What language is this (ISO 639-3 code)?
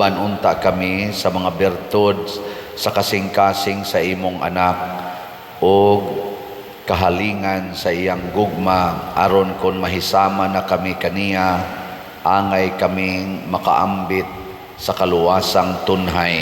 ceb